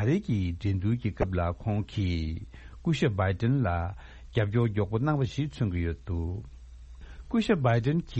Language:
Tibetan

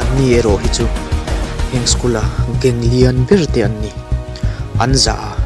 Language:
Mizo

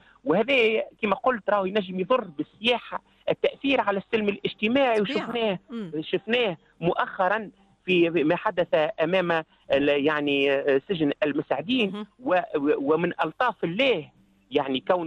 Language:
Tunisian Arabic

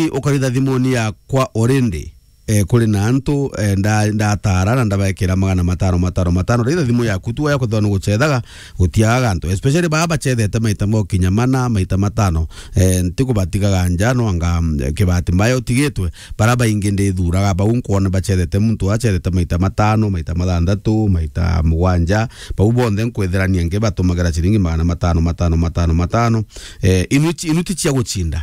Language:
Meru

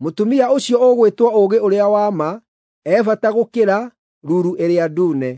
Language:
Kikuyu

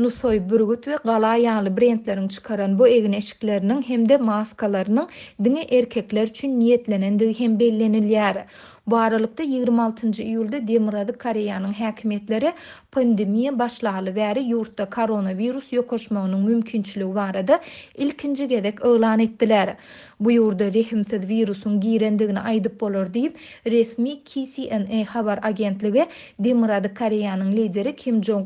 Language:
Turkmen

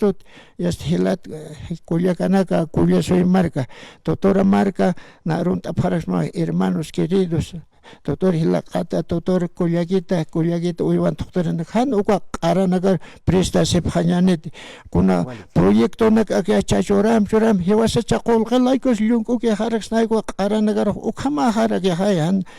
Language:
Aymara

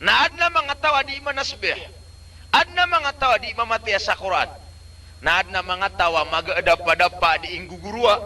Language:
Maranao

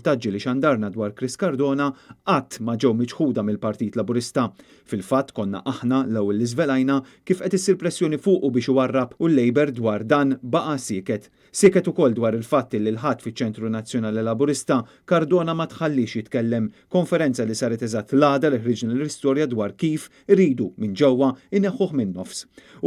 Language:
Maltese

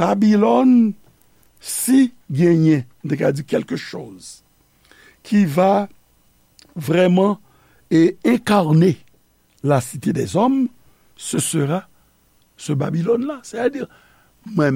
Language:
Haitian Creole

